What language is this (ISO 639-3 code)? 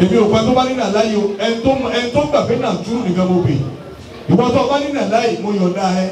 yor